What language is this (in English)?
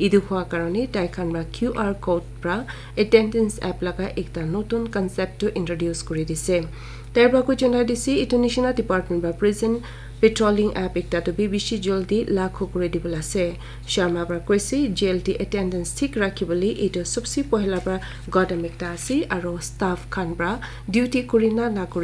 Naga Pidgin